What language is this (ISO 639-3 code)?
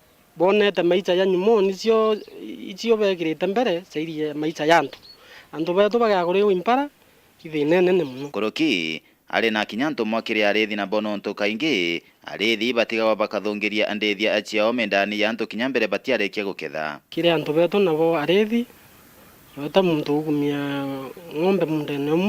mer